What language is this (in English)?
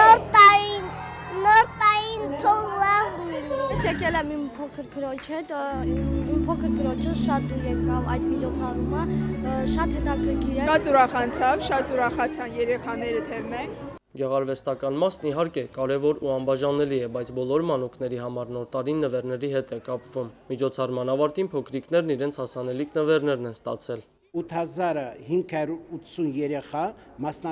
Armenian